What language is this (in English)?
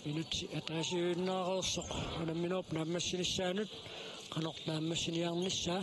Kalaallisut